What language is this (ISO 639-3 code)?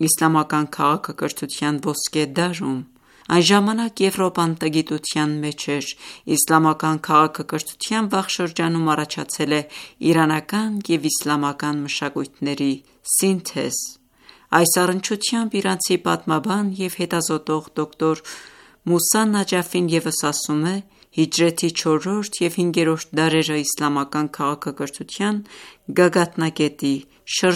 hye